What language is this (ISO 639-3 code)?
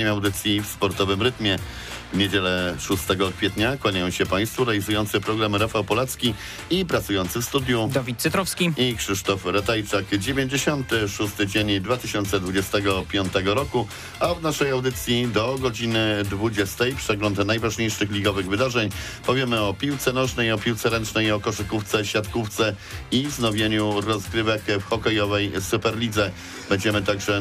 pol